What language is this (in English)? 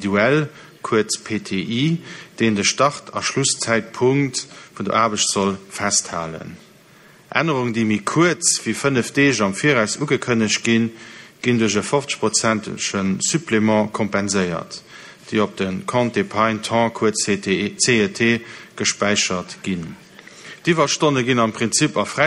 Luxembourgish